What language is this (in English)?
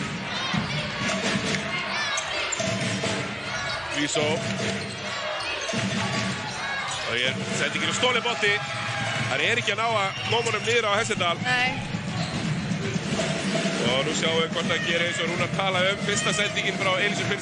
Icelandic